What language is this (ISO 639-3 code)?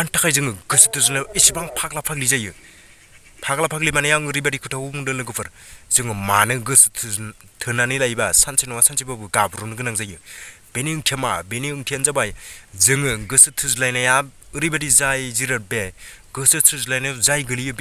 brx